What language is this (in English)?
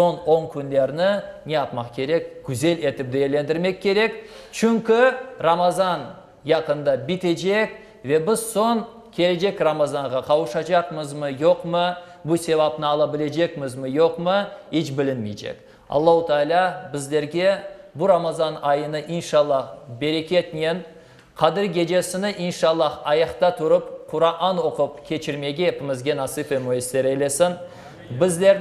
Crimean Tatar